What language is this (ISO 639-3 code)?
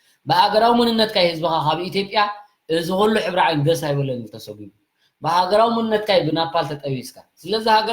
tir